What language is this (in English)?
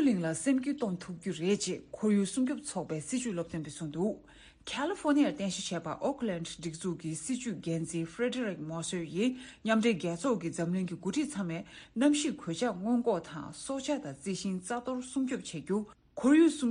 Tibetan